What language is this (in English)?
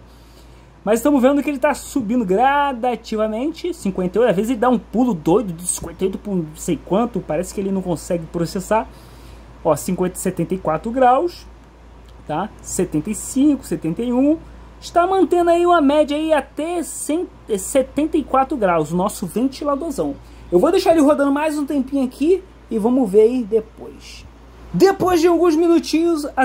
Portuguese